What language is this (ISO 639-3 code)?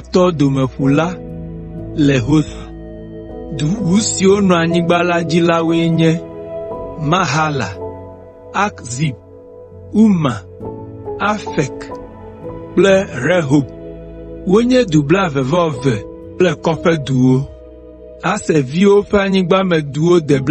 ewe